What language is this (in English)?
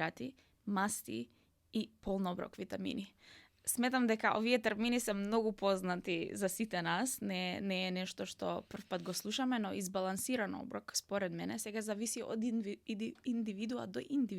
Macedonian